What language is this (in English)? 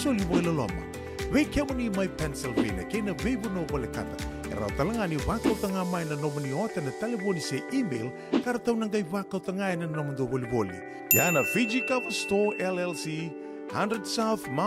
Fijian